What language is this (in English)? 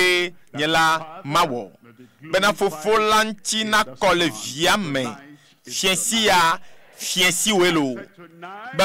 Ewe